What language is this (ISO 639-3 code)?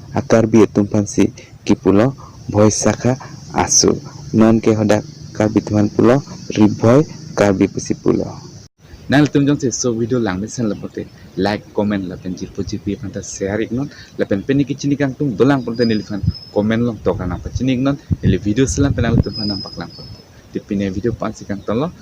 mjw